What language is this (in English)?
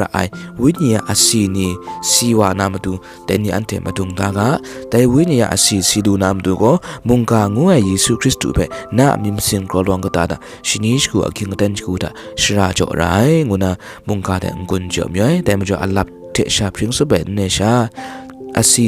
Kachin